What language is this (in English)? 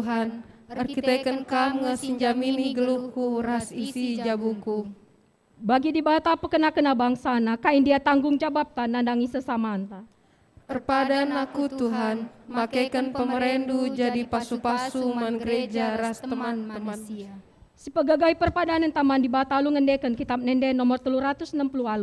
Batak Karo